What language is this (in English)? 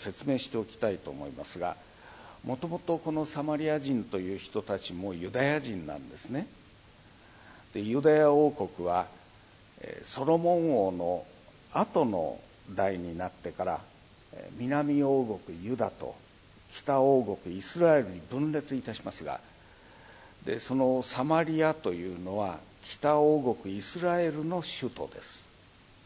Japanese